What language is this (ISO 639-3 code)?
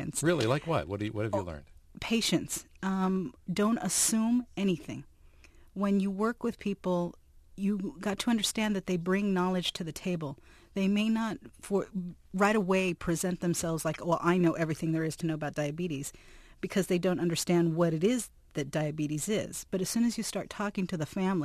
eng